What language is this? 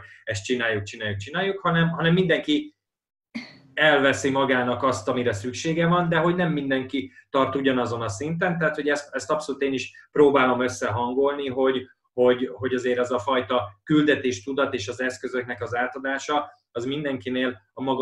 Hungarian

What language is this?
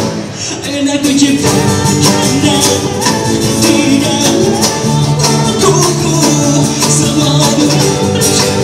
Indonesian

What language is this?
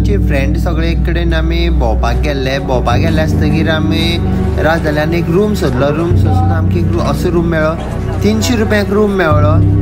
Konkani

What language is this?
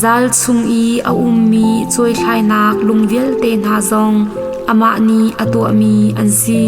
Hakha Chin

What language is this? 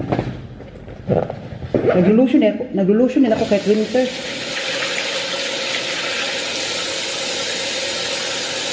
Filipino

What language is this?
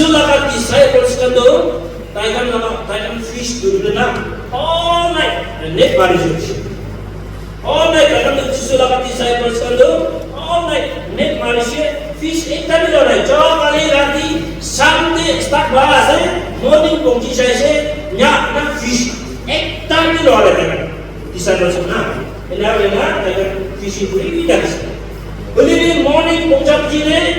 Naga Pidgin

